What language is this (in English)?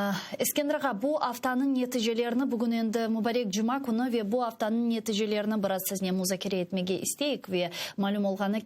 Crimean Tatar